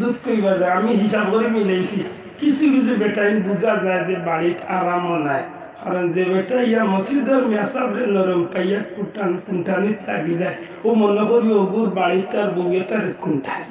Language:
Sylheti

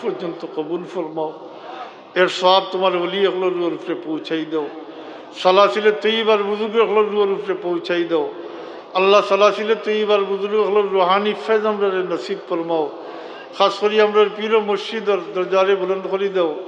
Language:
Sylheti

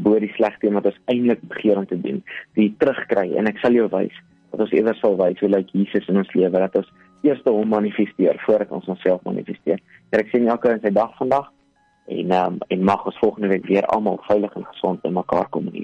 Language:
Afrikaans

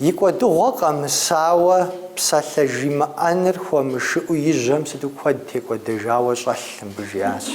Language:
Kabardian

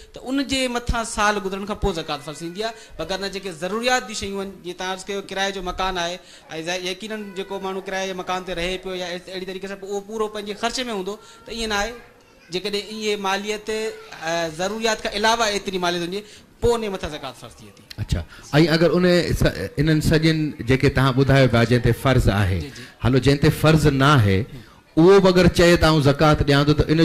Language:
Sindhi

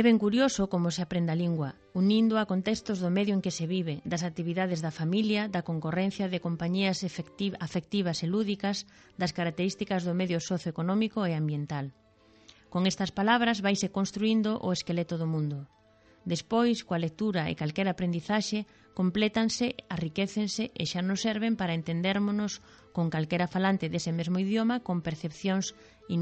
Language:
Galician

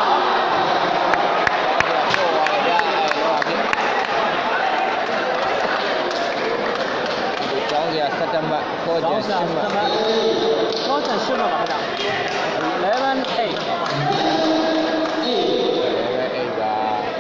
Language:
Burmese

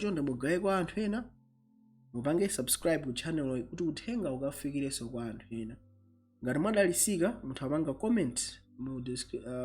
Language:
Nyanja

